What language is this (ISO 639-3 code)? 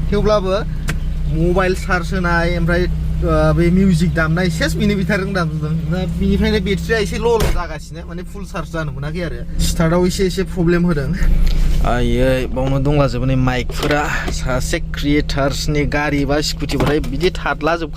brx